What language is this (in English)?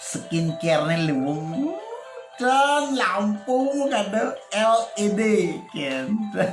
Balinese